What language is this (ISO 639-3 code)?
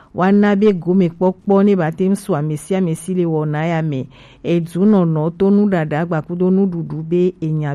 gej